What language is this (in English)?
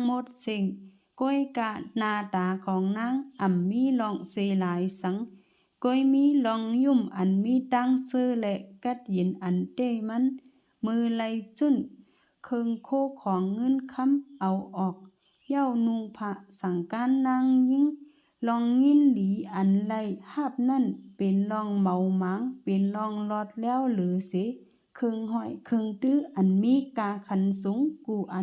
Shan